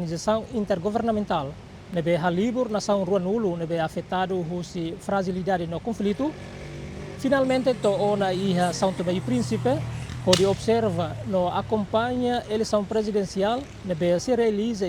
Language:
Tetum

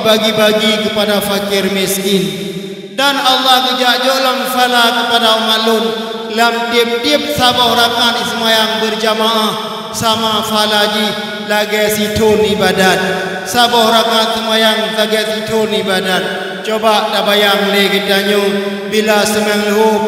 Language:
Achinese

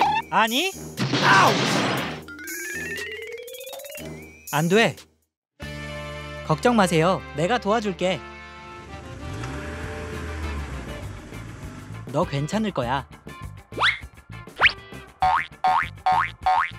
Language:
Korean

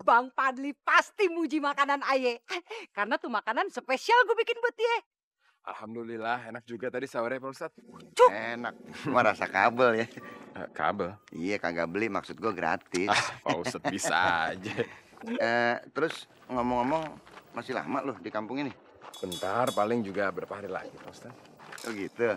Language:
Betawi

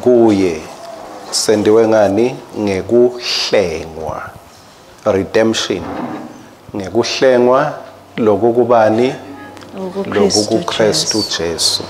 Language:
Swati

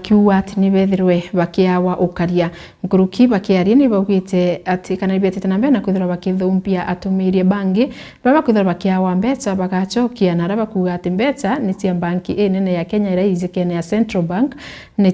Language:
Meru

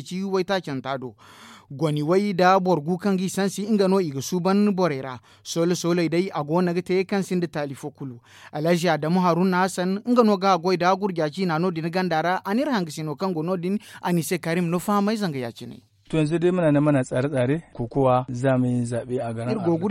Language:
Zarma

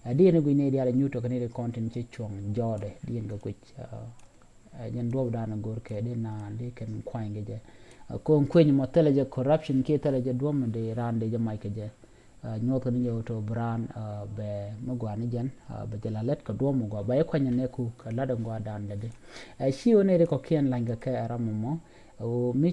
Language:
Nuer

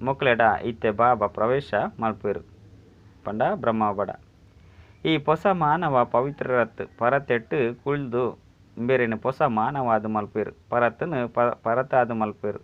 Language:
Tulu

